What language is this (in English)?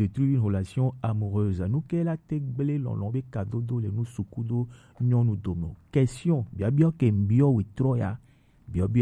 Gen